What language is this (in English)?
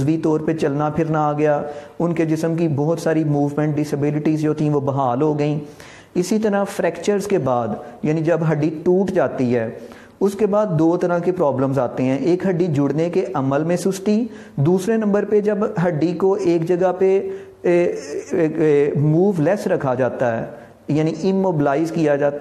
Urdu